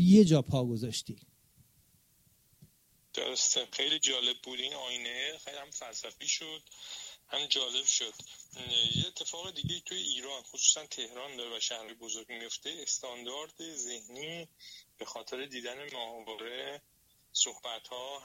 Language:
Persian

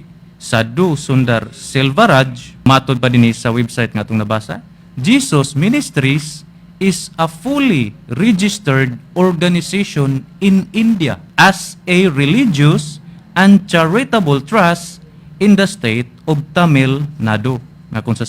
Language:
Cebuano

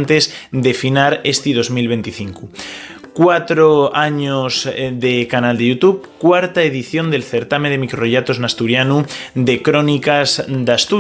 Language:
Asturian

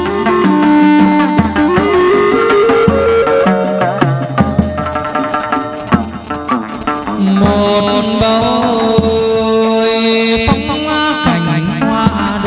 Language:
Vietnamese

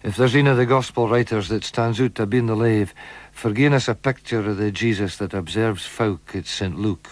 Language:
Scots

